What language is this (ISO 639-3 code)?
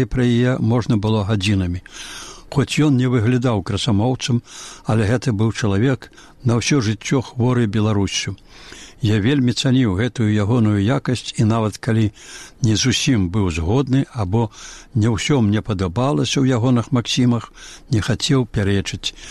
bel